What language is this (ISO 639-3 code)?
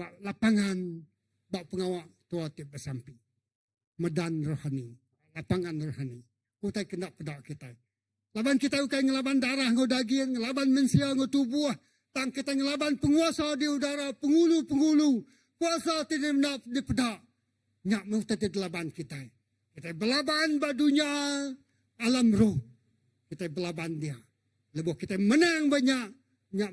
iba